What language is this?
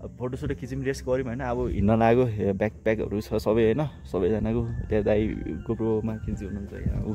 Nepali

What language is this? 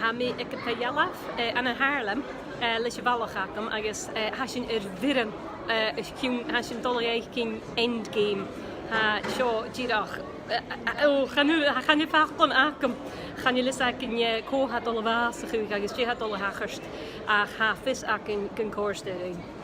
Scottish Gaelic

